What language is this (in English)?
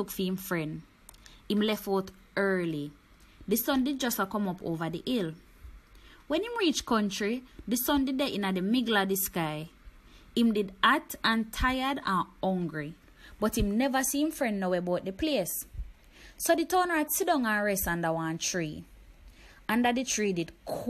Jamaican Creole English